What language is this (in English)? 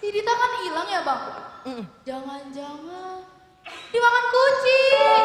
Betawi